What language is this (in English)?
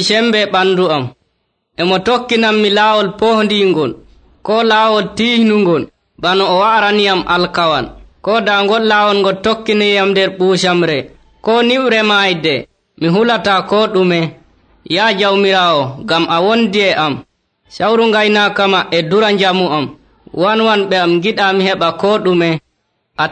Nigerian Fulfulde